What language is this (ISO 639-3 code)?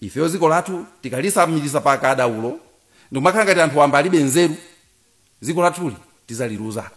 nya